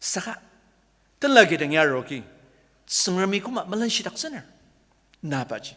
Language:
Ao Naga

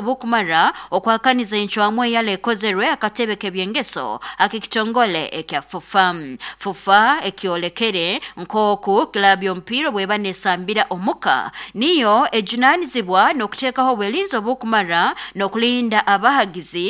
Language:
Nyoro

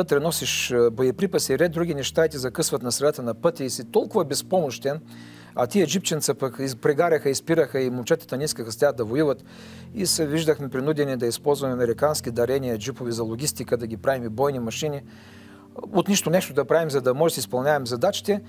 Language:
Bulgarian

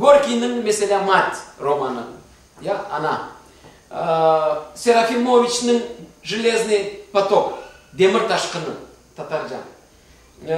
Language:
Crimean Tatar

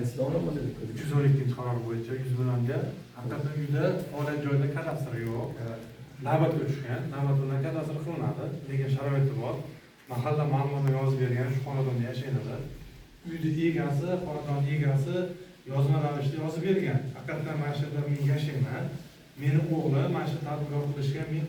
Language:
Uzbek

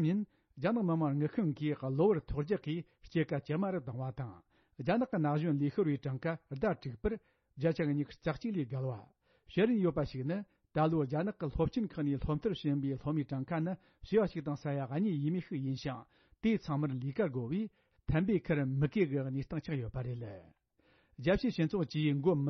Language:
Tibetan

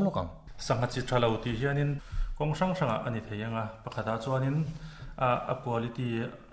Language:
Mizo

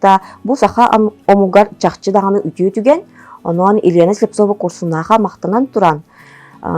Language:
Yakut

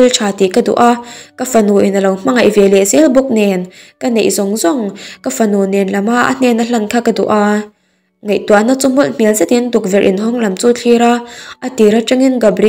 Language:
Mizo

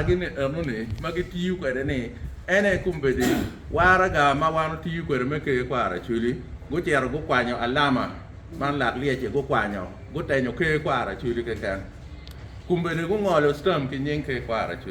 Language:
Acoli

